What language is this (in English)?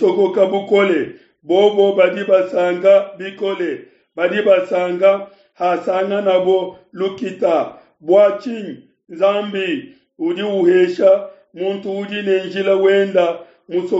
Luba-Lulua